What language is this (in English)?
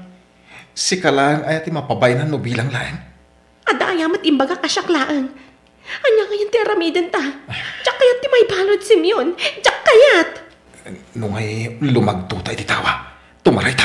Iloko